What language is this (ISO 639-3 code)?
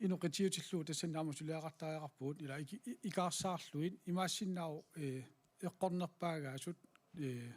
kal